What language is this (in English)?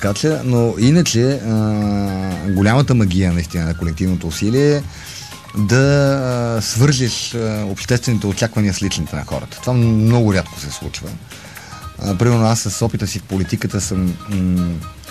Bulgarian